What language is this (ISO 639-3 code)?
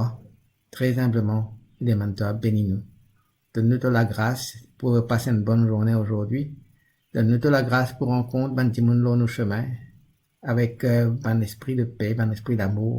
mfe